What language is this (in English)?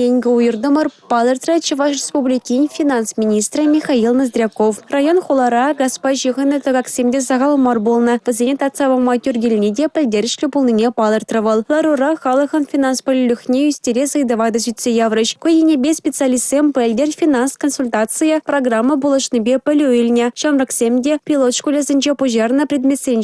Chuvash